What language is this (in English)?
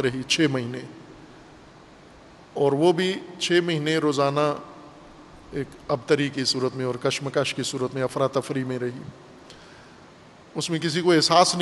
Urdu